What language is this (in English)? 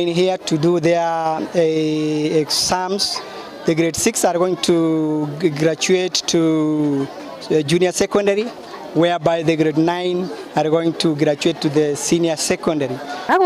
Gusii